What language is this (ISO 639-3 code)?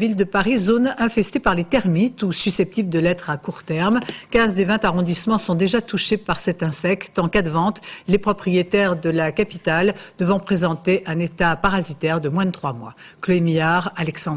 fra